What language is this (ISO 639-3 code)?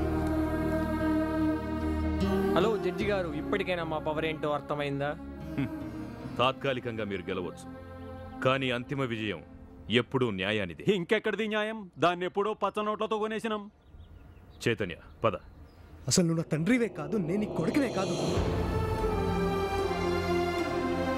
tel